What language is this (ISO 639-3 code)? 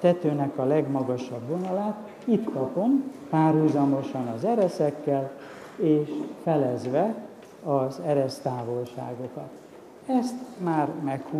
hun